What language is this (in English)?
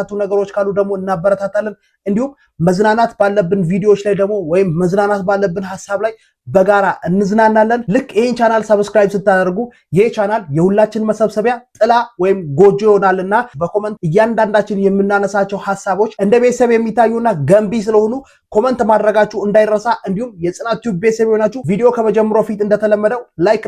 Amharic